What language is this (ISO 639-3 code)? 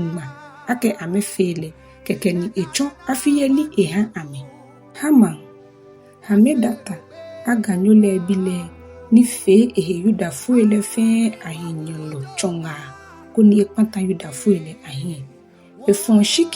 gaa